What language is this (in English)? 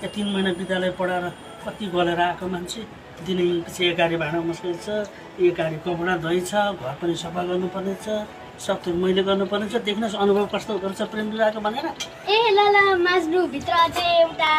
Nepali